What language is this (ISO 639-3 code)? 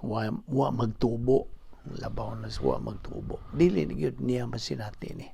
ceb